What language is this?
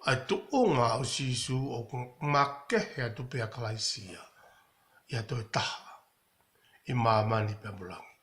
Tongan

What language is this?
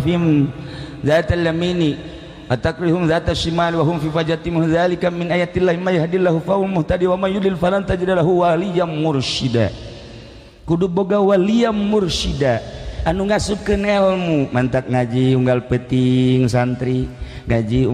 Sundanese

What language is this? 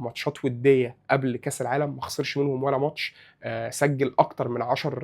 Egyptian Arabic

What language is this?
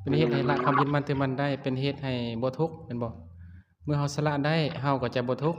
Lao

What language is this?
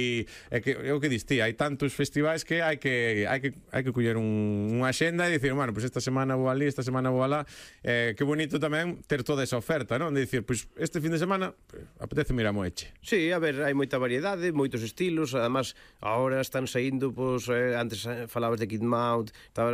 Galician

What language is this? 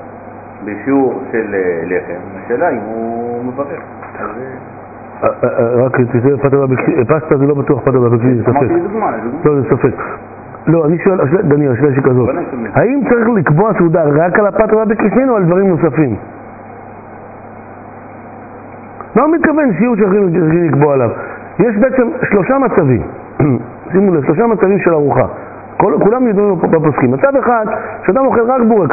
Hebrew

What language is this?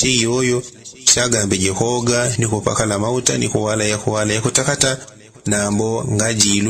Yao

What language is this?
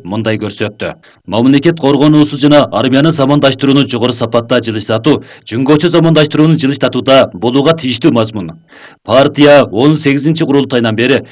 Kyrgyz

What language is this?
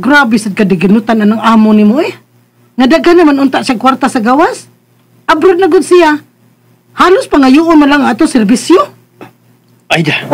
Cebuano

